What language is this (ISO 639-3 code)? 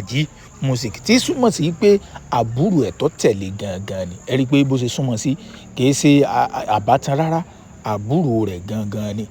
yor